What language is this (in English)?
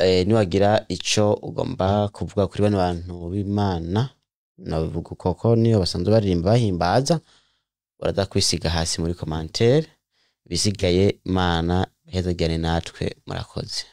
Rundi